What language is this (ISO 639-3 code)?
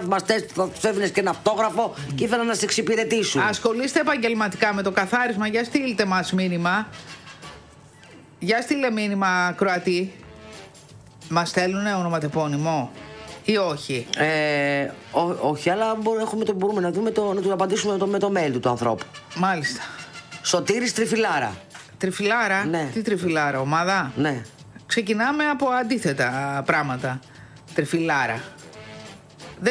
ell